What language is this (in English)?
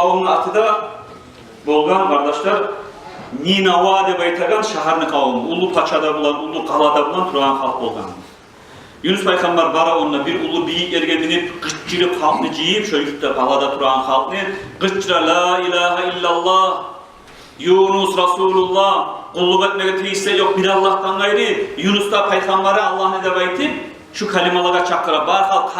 Kumyk